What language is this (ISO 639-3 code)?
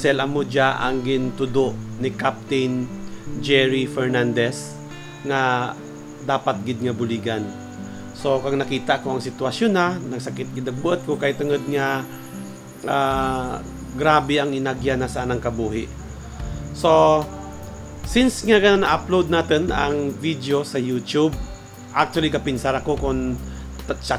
krj